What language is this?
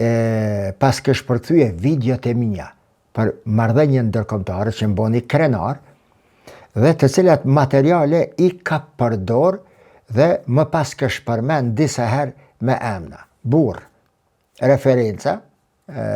Albanian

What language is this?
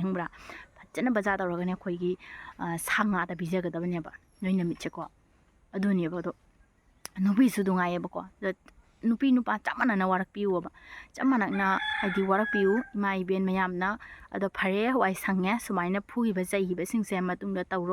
Manipuri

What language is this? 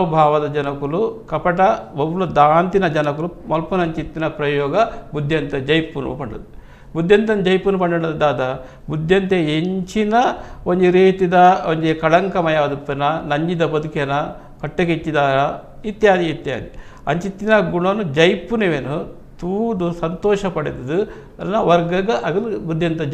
Tulu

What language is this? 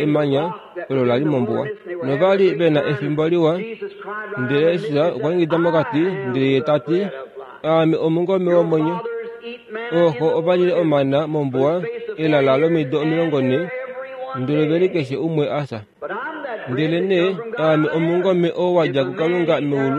Kuanyama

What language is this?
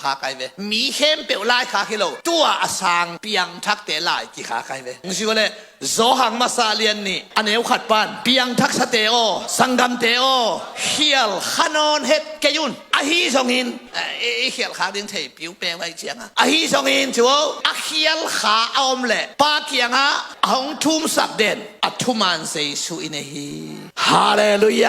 Tedim Chin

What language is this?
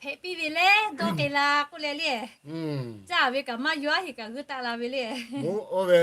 Lahu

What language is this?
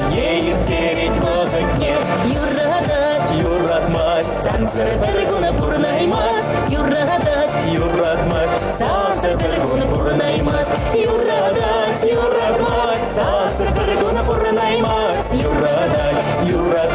Chuvash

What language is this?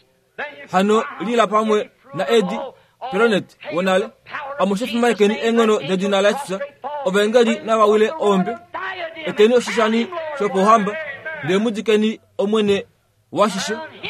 Kuanyama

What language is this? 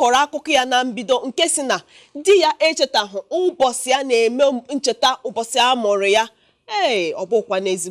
Igbo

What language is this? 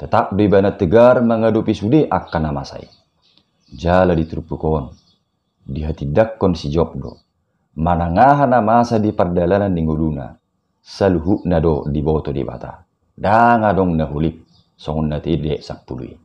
Batak Toba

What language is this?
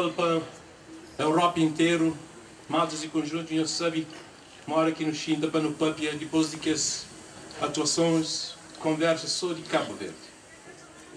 Kabuverdianu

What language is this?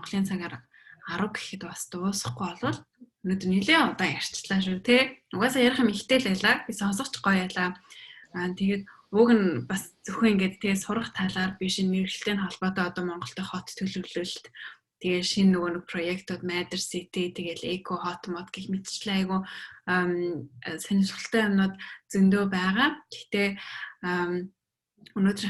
Mongolian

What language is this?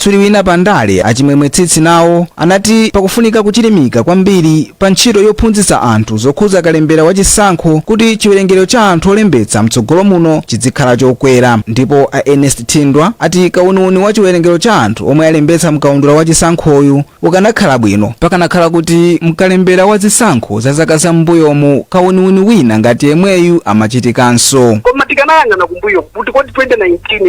Nyanja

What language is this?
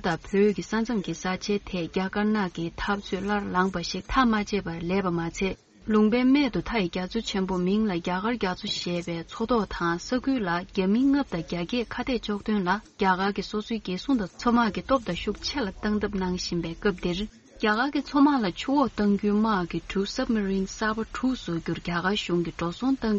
Tibetan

